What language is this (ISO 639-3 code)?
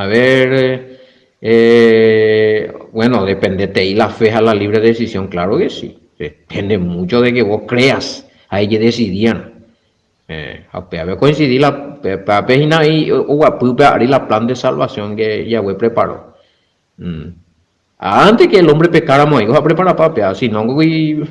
grn